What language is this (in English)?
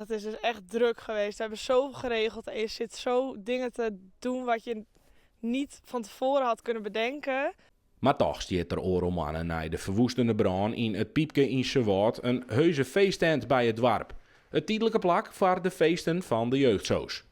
Western Frisian